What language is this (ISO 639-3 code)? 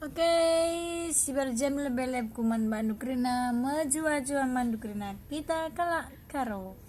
btx